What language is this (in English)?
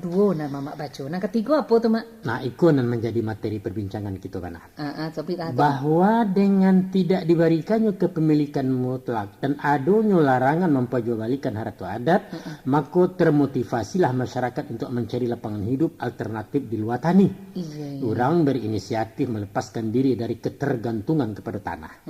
Minangkabau